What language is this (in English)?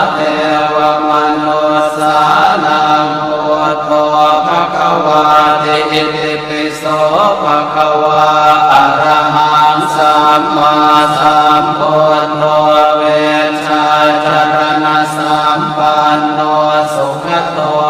Pali